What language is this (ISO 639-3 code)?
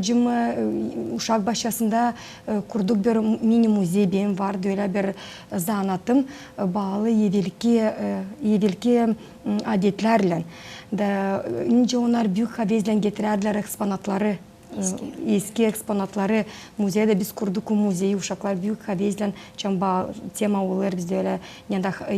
gag